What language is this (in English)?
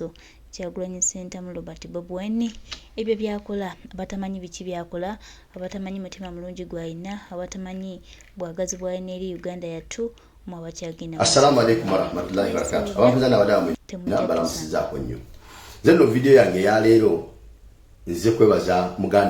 Ganda